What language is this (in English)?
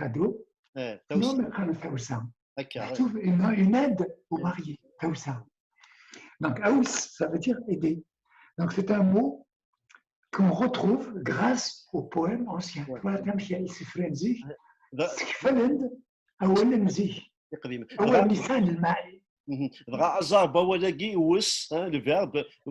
Kabyle